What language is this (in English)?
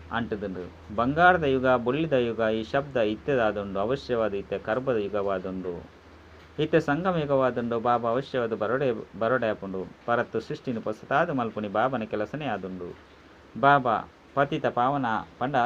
Tulu